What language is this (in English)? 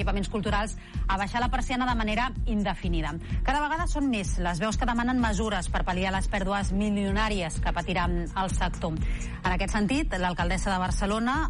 Catalan